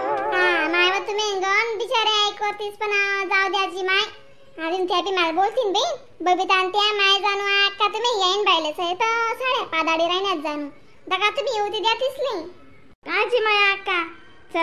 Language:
Khandesi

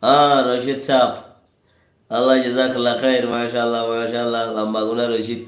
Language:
Rohingya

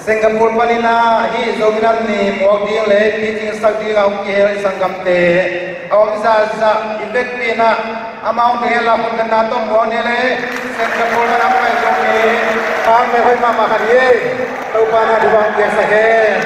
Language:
Tedim Chin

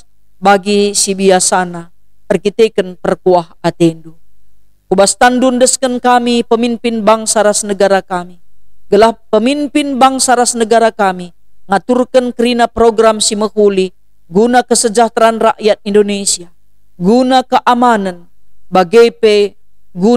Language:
Batak Karo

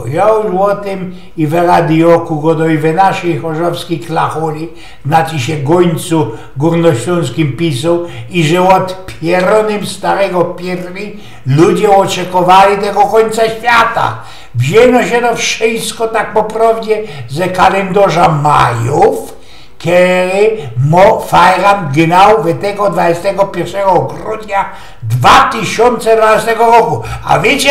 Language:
Silesian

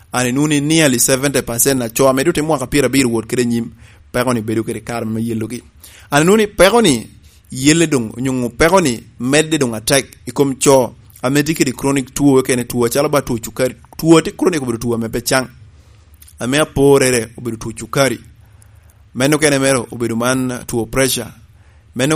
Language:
Lango (Uganda)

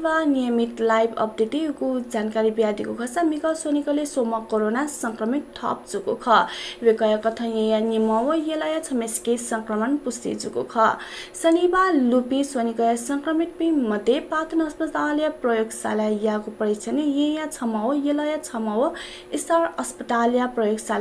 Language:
Newari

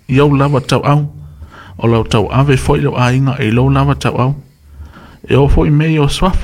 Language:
Samoan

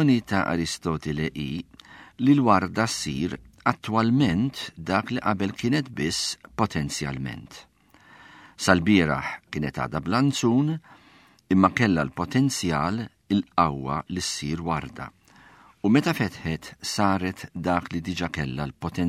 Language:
Maltese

